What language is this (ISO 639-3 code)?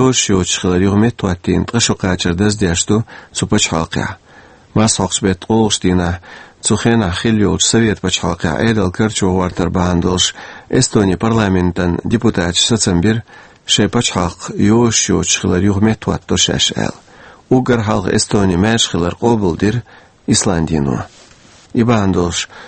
che